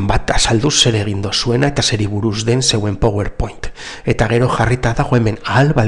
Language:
Basque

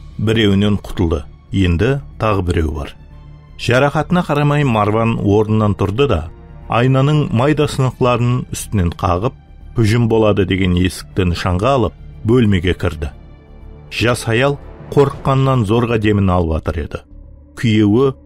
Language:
Kara-Kalpak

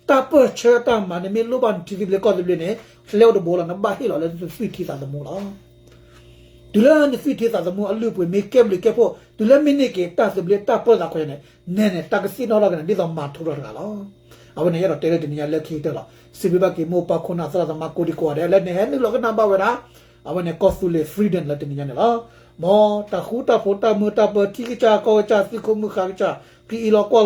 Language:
S'gaw Karen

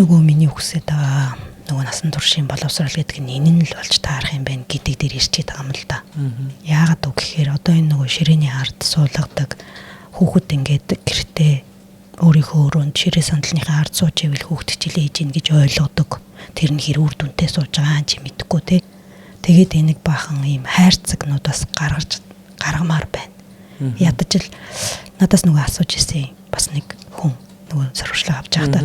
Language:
Mongolian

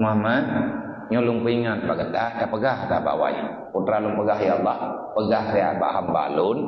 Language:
Achinese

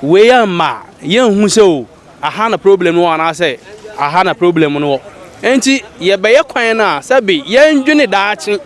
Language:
Akan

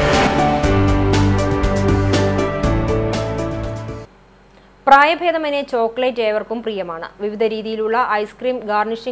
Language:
Malayalam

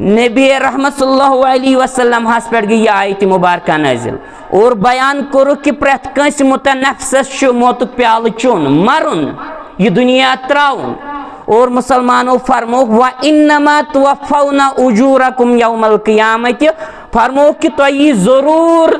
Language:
Kashmiri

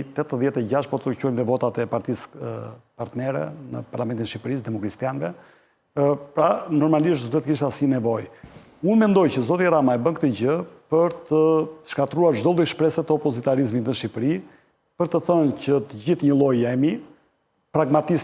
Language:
Albanian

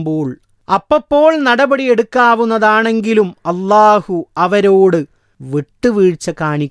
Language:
Malayalam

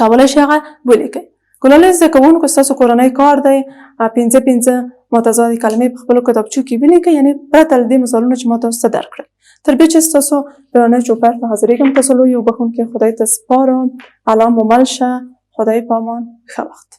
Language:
Pashto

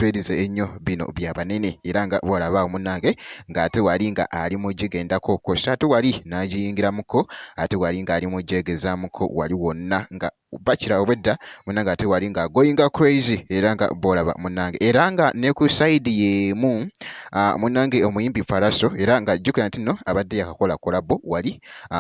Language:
Ganda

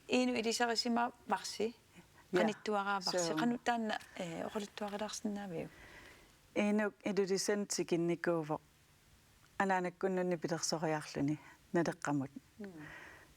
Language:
Kalaallisut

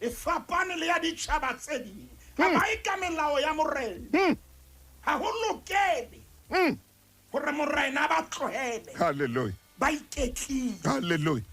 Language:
Southern Sotho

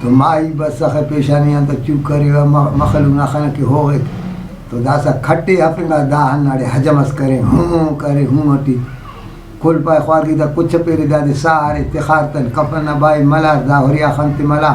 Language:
Brahui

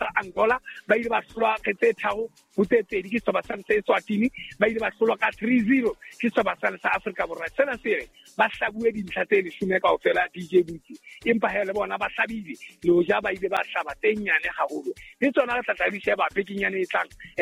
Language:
Southern Sotho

